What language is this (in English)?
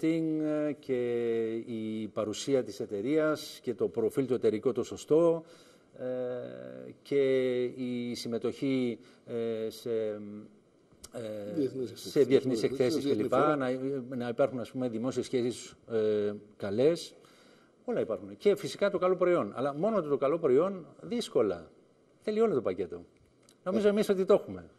Greek